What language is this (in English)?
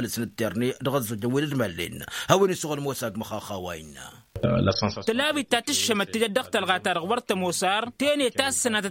Tamasheq